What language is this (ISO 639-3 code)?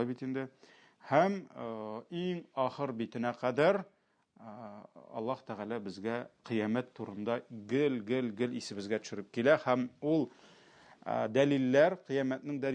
tat